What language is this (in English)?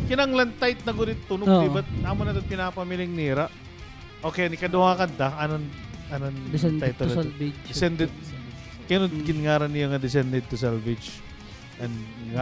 Waray